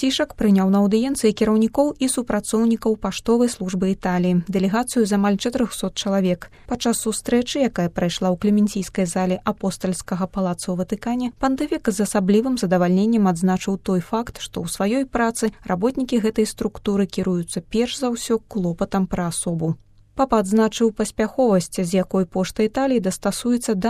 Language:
Belarusian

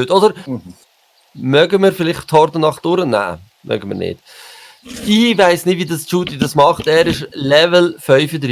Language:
Swiss German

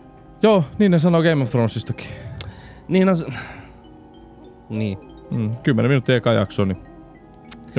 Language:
Finnish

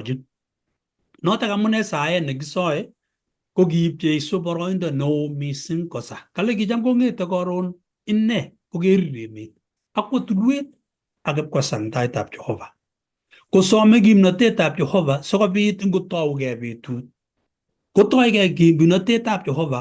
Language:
Kalenjin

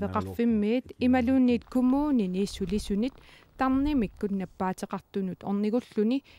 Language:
Kalaallisut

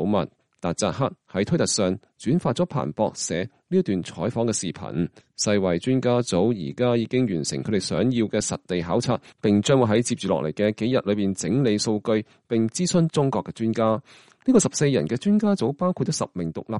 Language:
Cantonese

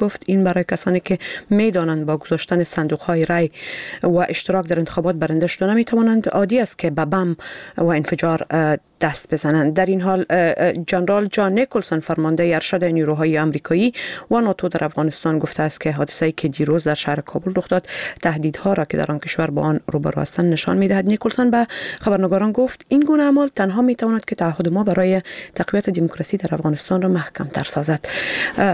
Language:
Persian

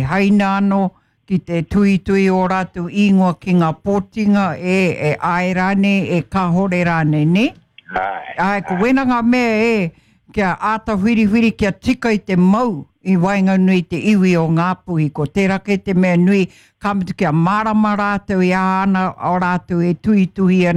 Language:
Māori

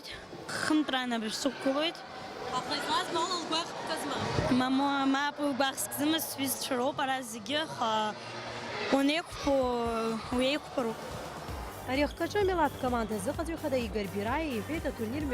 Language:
Abkhazian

